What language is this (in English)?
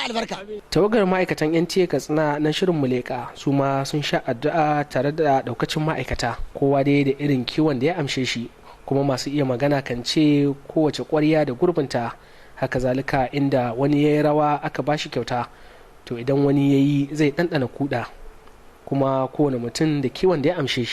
Hausa